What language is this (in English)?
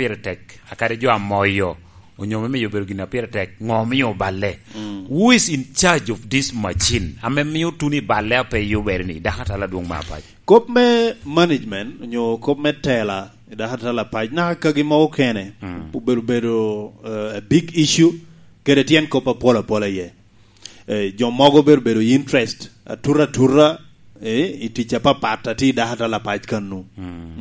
Lango (Uganda)